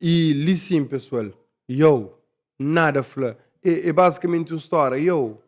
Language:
Kabuverdianu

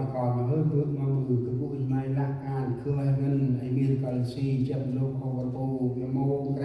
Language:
Central Mnong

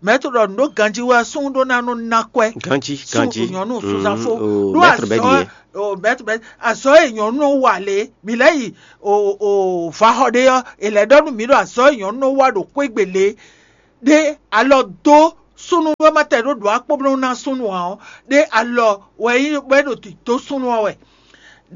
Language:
Fon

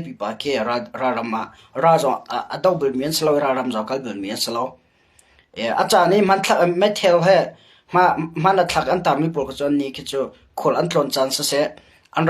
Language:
Hakha Chin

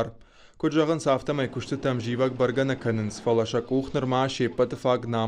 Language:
Ossetic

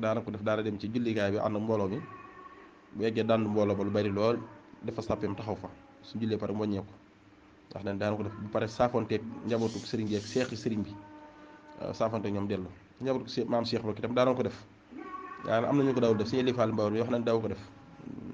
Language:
Wolof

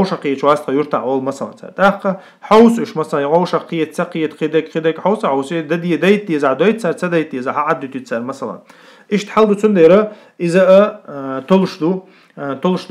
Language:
Chechen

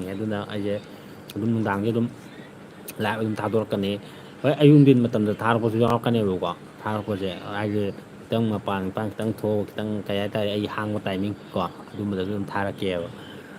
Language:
Manipuri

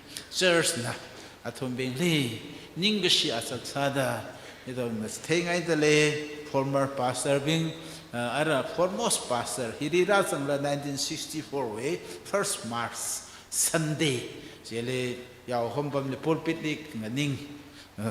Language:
Tangkhul Naga (India)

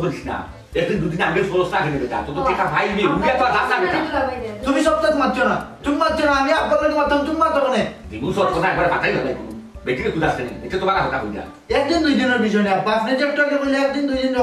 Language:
Sylheti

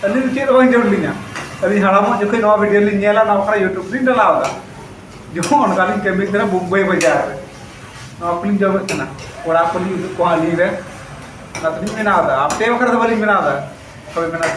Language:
Santali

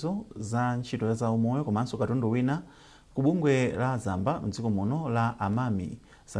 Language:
Nyanja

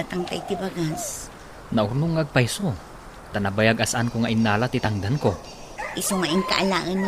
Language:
Iloko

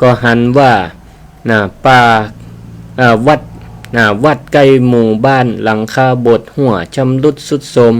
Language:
Northern Thai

